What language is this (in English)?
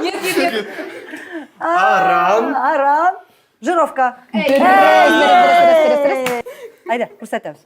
Tatar